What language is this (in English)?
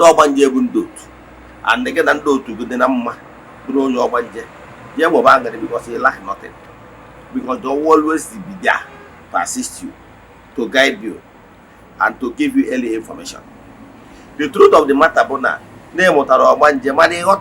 Igbo